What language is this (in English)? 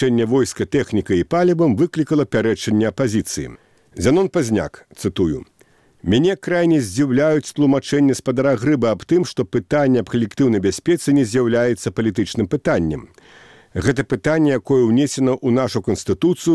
Belarusian